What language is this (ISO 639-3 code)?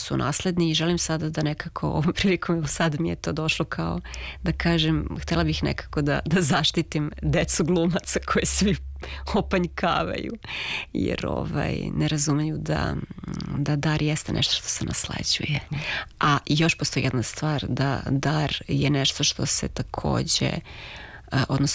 srp